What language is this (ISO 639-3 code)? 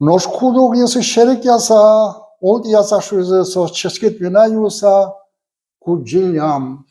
udm